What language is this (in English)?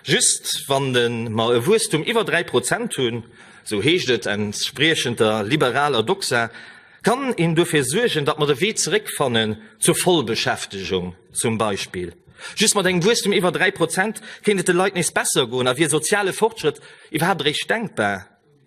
Luxembourgish